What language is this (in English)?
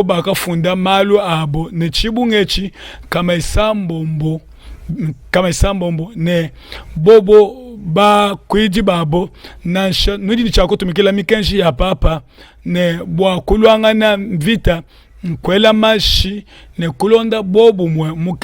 Luba-Lulua